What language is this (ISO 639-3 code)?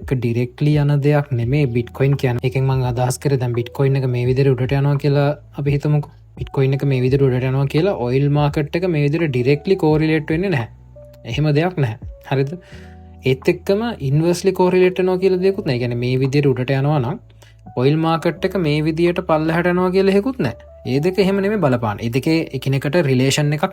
sin